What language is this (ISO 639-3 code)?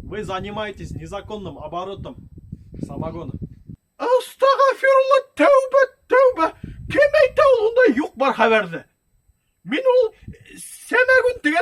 bak